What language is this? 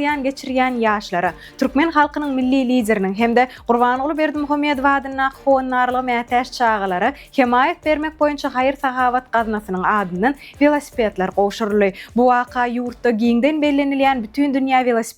Turkmen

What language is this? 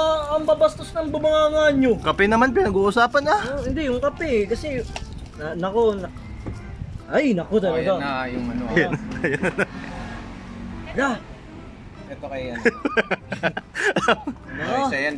Filipino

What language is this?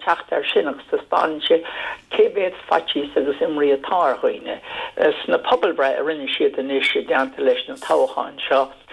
Irish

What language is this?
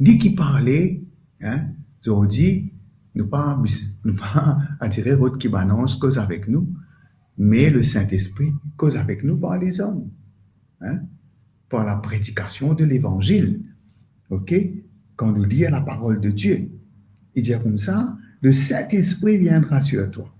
Morisyen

